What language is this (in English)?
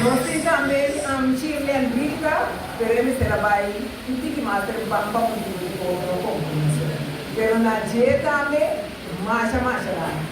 Papiamento